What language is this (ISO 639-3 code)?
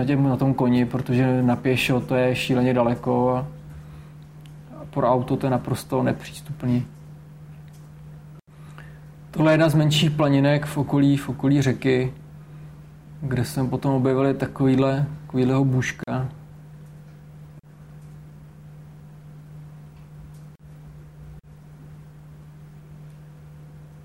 ces